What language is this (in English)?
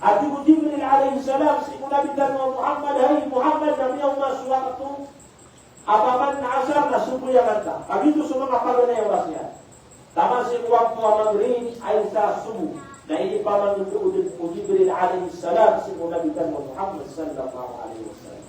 Maranao